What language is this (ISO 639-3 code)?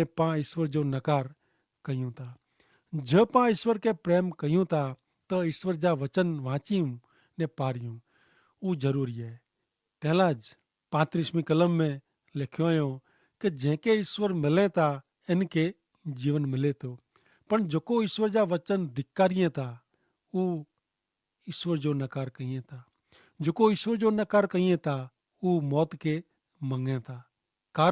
kfr